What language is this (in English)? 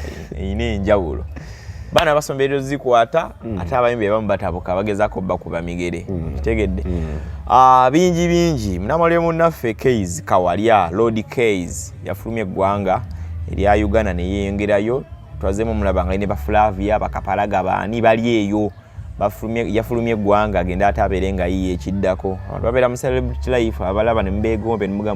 Ganda